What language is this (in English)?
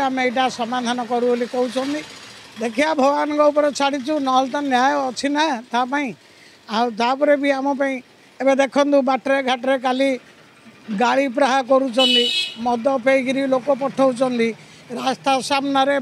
Odia